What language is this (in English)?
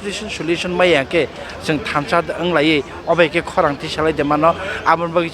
Kok Borok